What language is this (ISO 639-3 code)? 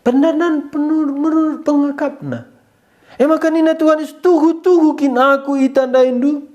btx